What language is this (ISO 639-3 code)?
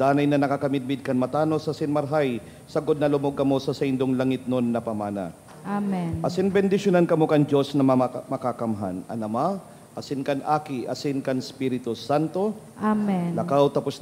bik